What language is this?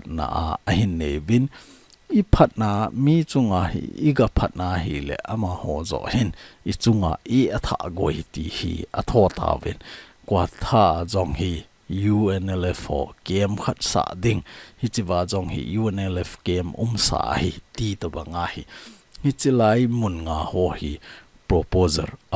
Thado Chin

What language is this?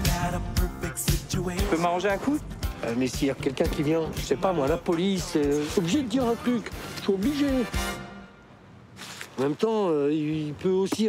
French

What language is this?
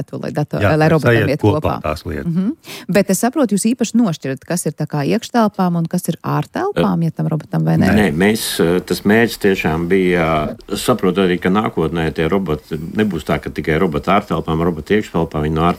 Latvian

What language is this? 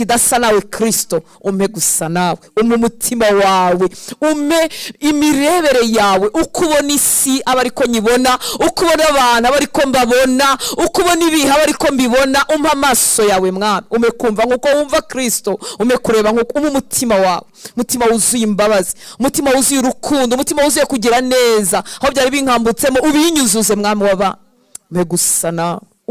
Kinyarwanda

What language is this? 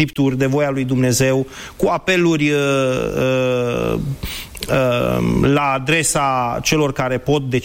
Romanian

